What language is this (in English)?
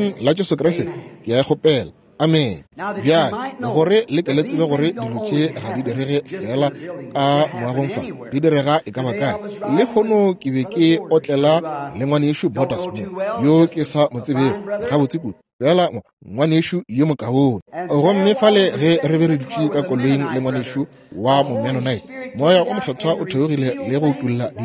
Northern Sotho